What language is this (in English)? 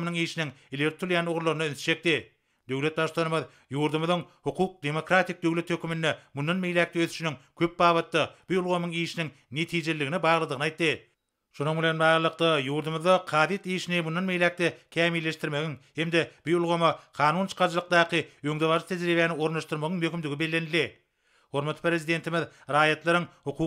Turkmen